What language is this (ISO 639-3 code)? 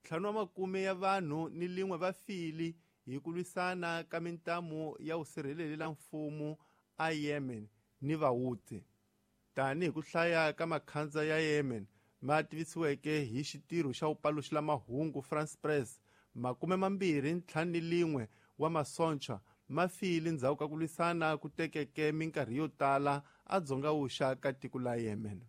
tso